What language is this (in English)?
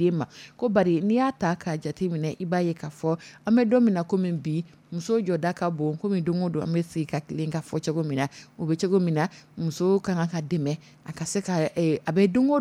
Dyula